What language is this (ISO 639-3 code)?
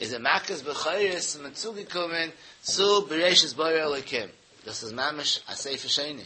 yid